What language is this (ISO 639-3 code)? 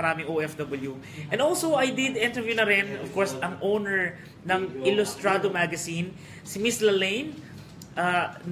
fil